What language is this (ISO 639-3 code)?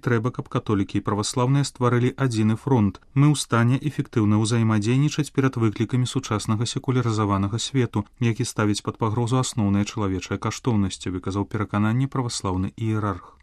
bel